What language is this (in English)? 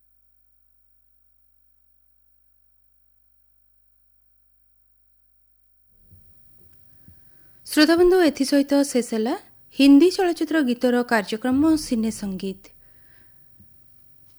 Odia